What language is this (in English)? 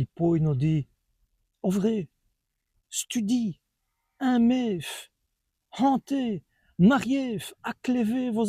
Walloon